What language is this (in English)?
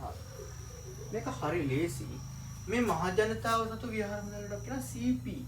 Sinhala